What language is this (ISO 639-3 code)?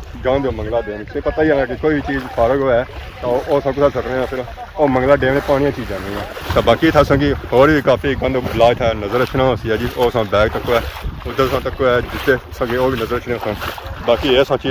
phr